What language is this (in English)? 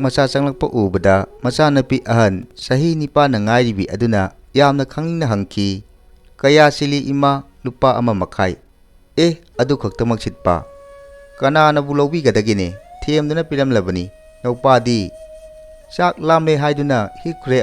Manipuri